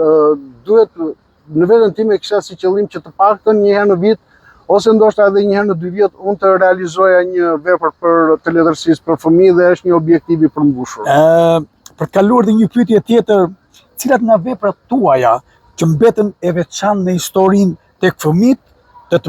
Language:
Albanian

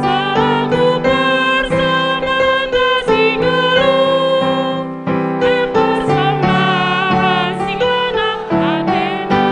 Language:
Batak Karo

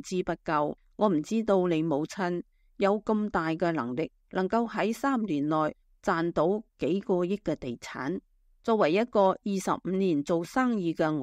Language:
Cantonese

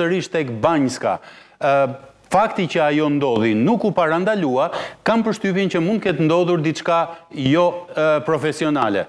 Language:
Albanian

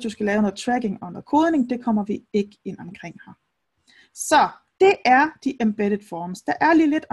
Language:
Danish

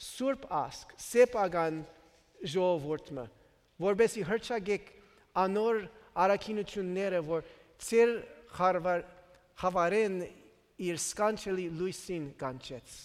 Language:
Western Armenian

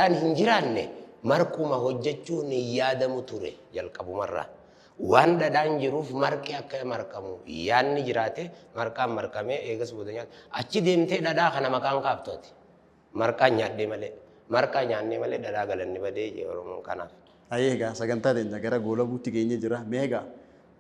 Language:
Oromo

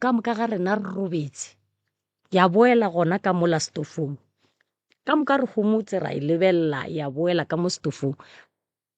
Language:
Northern Sotho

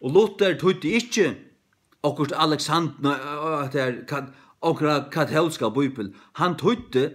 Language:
Faroese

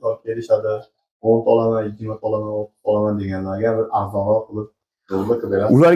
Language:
Uzbek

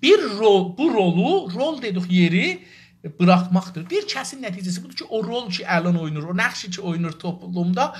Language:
South Azerbaijani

